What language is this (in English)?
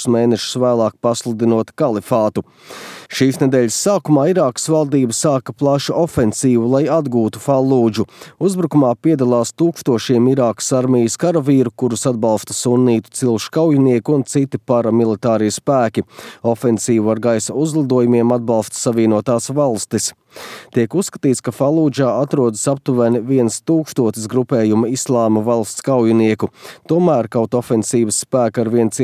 Latvian